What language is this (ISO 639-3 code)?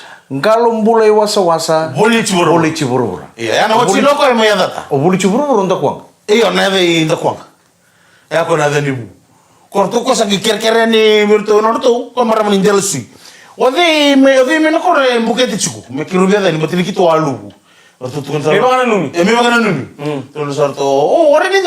fij